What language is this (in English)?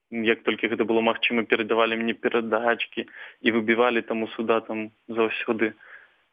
Belarusian